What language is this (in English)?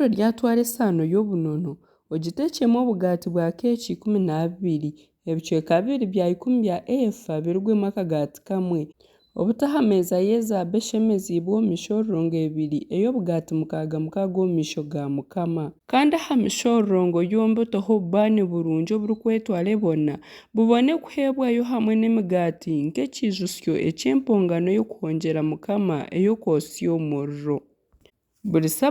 Nyankole